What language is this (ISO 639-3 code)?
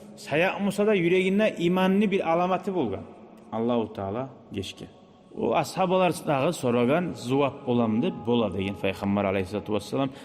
kum